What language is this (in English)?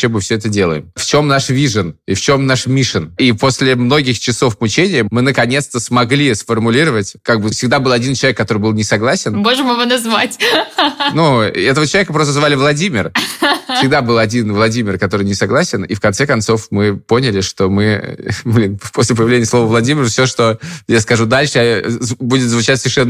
Russian